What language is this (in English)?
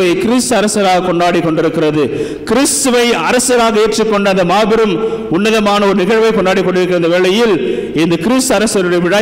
Tamil